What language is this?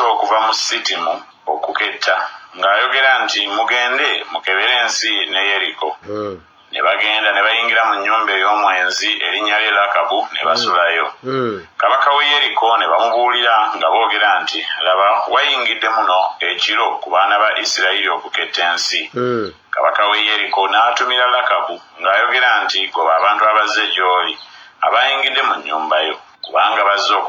Ganda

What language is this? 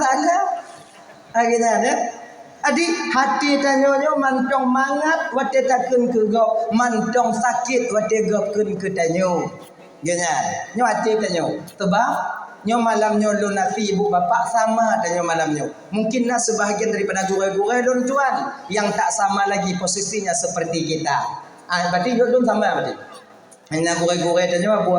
Achinese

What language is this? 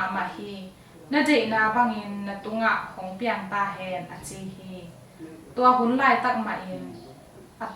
Tedim Chin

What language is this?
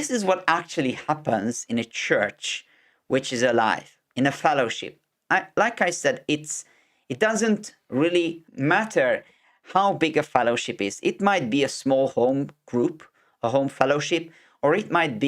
English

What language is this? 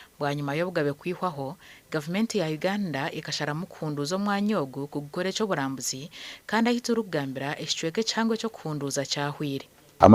Nyankole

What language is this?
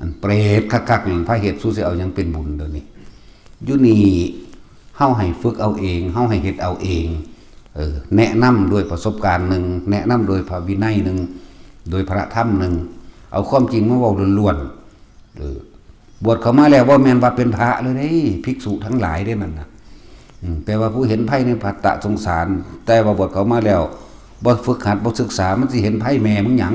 Northeastern Thai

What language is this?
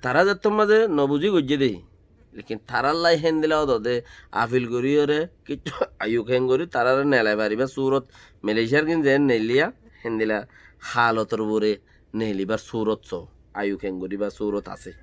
Rohingya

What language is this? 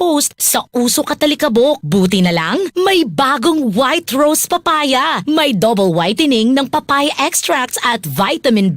Bikol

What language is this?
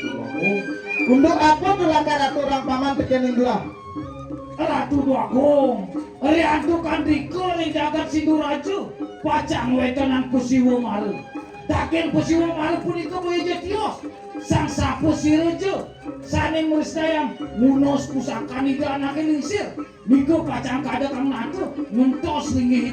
Balinese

